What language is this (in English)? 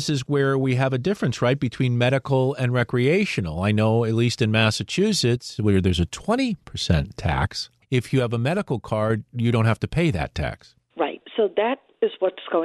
English